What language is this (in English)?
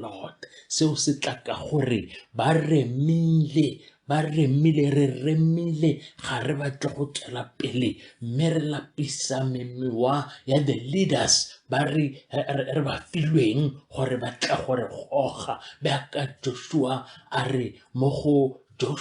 Tswana